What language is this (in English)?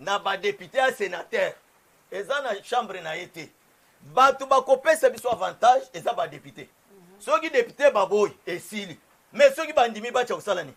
Lingala